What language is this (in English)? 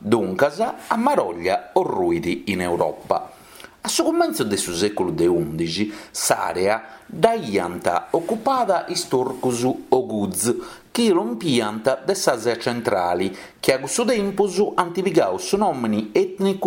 Sardinian